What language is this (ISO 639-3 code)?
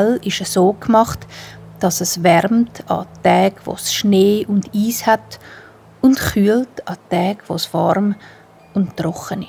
gsw